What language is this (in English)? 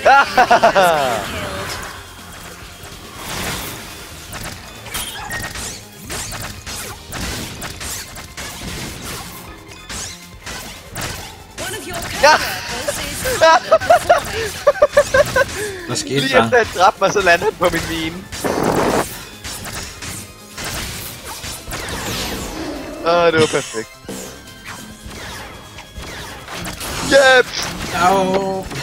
Danish